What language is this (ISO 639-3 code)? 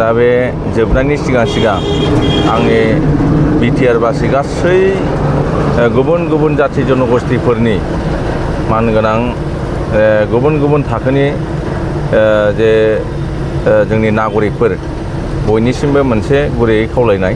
brx